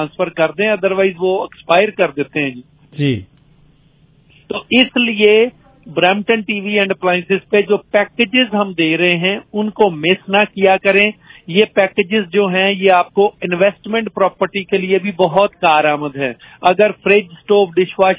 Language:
Urdu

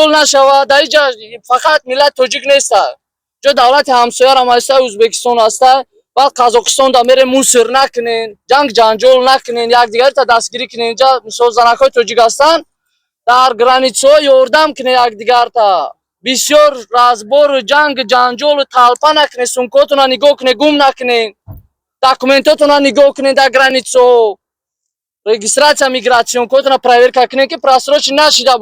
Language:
Tajik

